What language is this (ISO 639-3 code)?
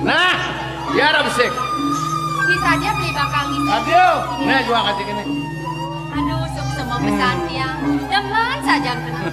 ban